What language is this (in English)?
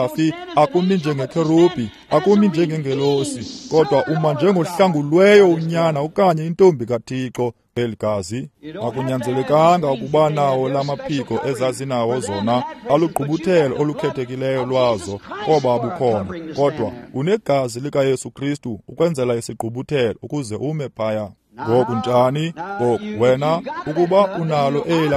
Xhosa